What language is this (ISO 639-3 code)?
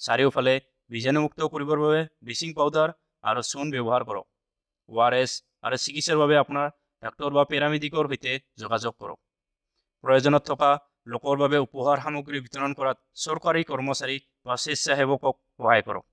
asm